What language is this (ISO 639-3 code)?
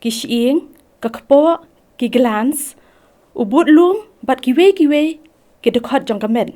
kha